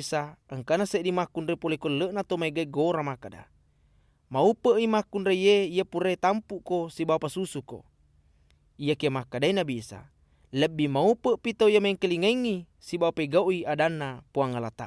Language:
Buginese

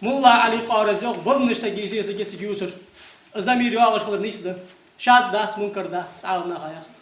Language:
Ingush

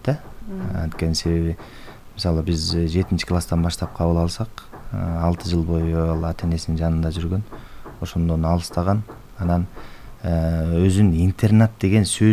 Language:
Kyrgyz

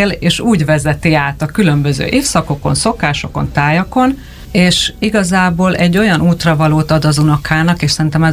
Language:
Hungarian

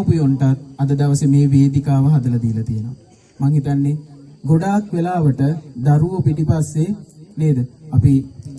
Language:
Sinhala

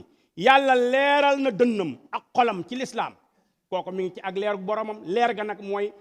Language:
Wolof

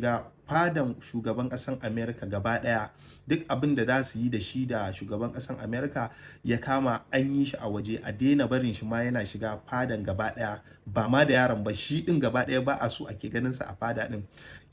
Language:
Hausa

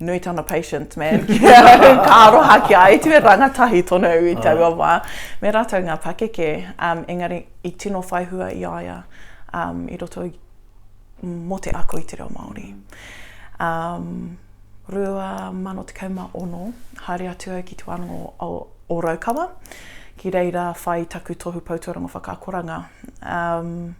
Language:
Māori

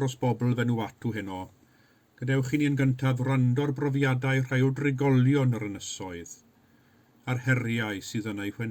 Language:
Welsh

